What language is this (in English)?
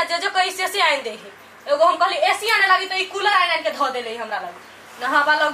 Maithili